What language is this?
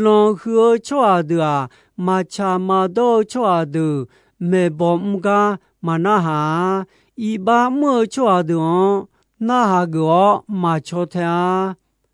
Akha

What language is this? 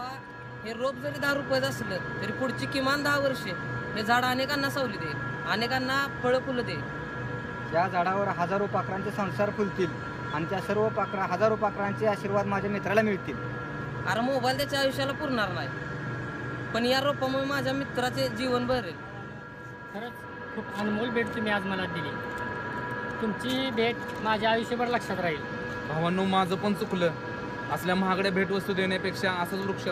Marathi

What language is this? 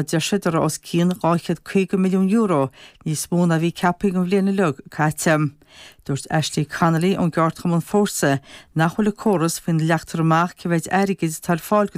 Irish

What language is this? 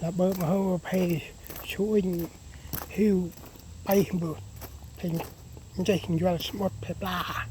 Central Mnong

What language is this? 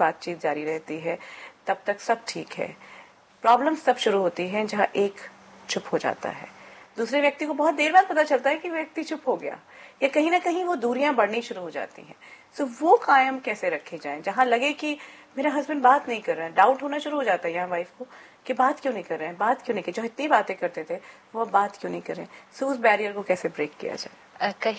Hindi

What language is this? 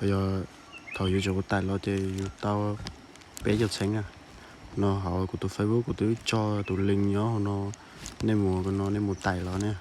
Hmong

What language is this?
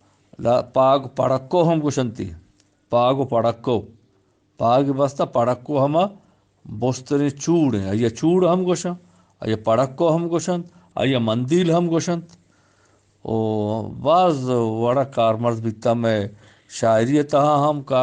Eastern Balochi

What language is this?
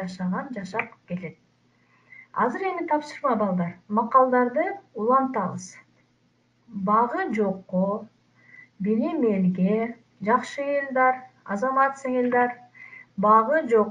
Kyrgyz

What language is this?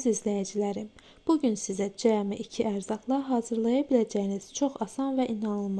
Azerbaijani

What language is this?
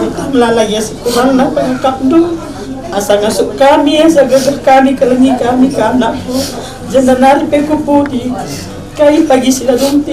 Batak Karo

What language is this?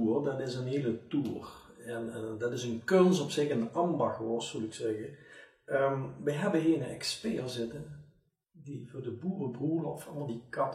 Limburgish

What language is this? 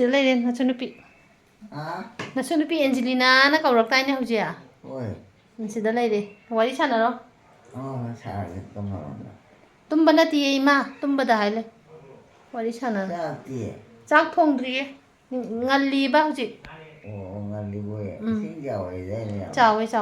Manipuri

